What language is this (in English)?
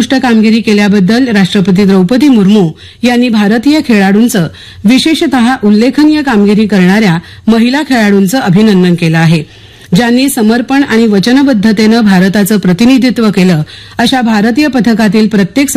Marathi